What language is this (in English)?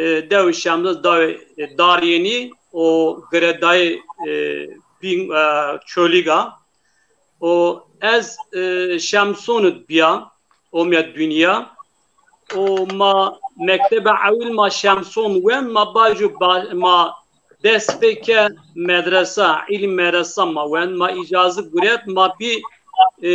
Zaza